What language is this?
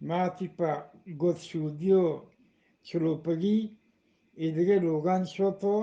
Eastern Balochi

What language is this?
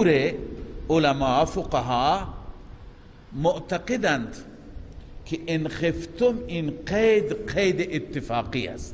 Persian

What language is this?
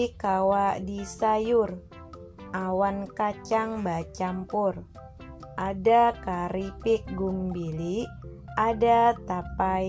Banjar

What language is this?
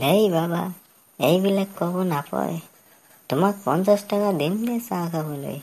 Assamese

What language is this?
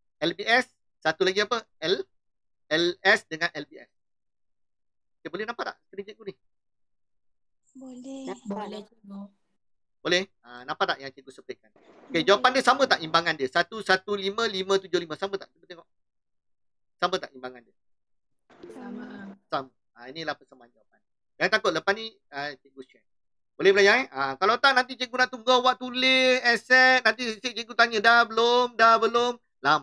Malay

